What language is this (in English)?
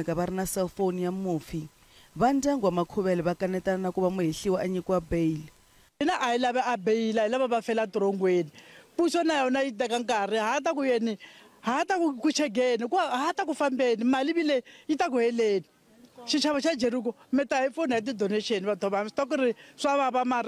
Tsonga